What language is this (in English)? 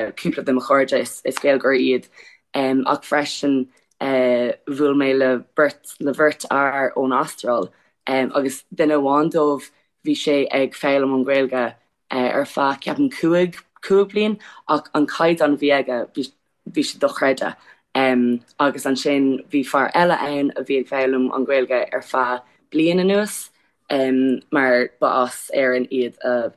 Irish